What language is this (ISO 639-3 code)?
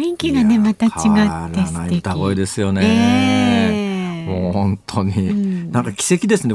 jpn